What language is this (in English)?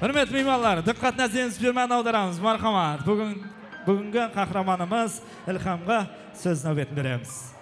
Kara-Kalpak